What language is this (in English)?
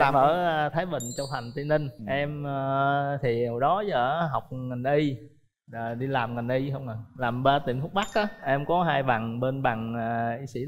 Vietnamese